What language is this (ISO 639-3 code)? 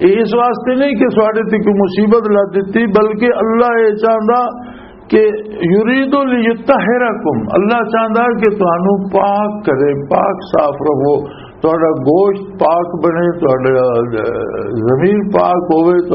lah